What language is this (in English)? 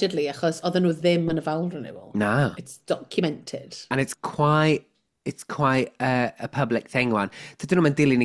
Welsh